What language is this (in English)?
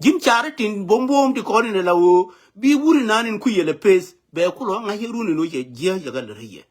Nuer